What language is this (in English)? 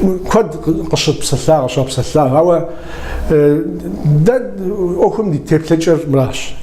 Kabardian